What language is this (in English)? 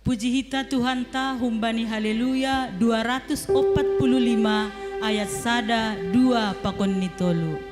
Batak Simalungun